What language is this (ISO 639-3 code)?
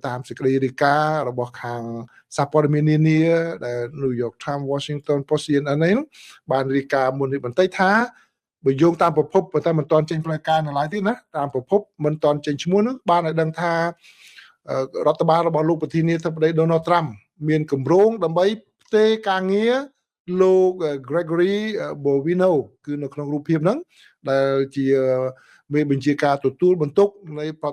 khm